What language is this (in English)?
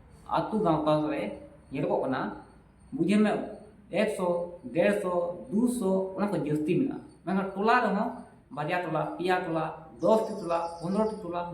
Santali